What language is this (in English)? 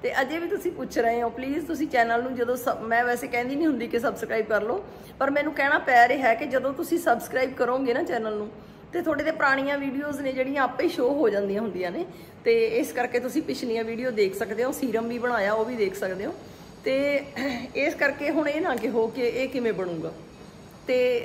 Punjabi